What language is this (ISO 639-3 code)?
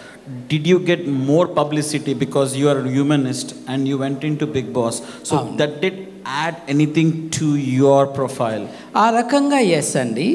tel